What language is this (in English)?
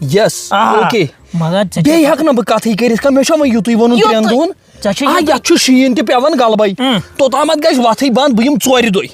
Kashmiri